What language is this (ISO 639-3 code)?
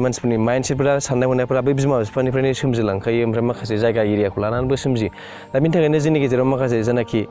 brx